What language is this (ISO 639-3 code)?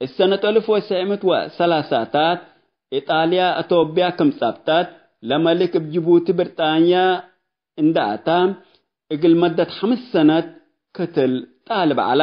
tig